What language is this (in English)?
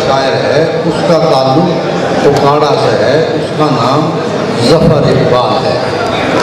Haryanvi